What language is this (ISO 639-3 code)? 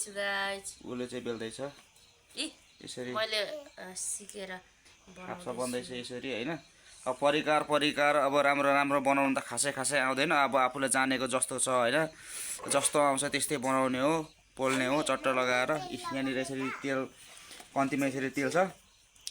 nep